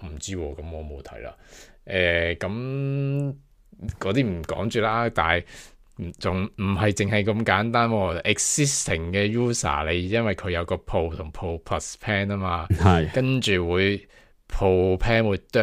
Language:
Cantonese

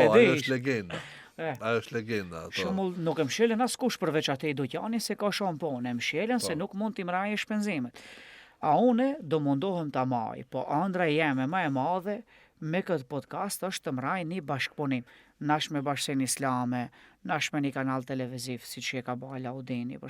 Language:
Albanian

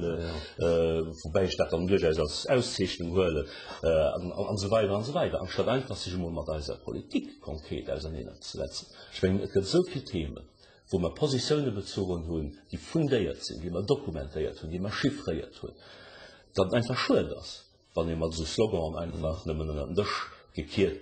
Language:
Luxembourgish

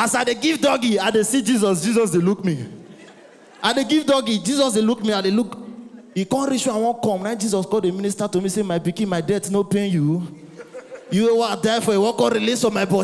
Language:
Nigerian Pidgin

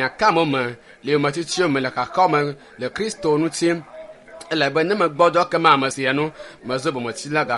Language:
Ewe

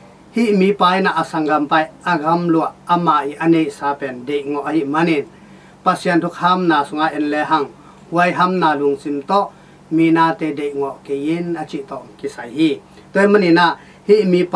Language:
Tedim Chin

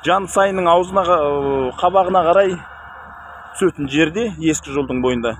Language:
Kazakh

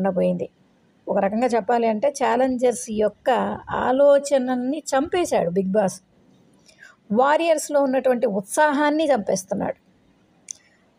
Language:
Telugu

